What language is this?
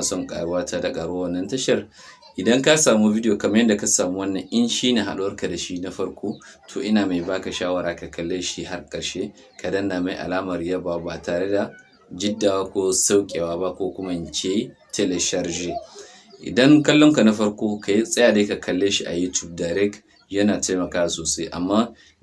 Hausa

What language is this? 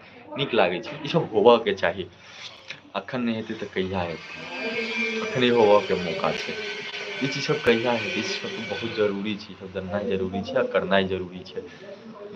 Maithili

